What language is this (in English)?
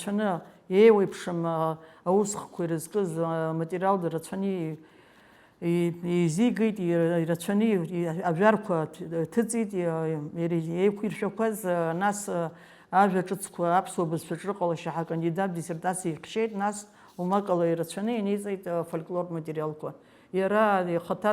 Abkhazian